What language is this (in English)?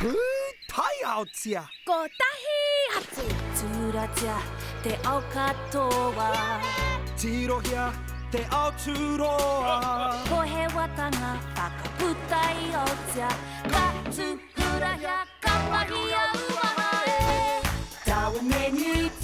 Māori